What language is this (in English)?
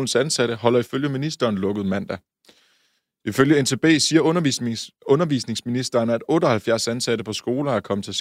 Danish